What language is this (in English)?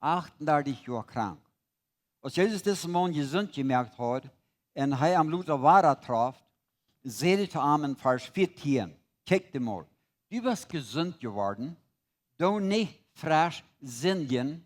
Plautdietsch